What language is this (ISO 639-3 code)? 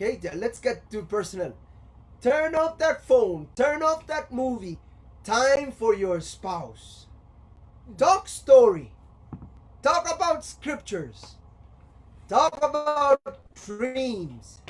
pon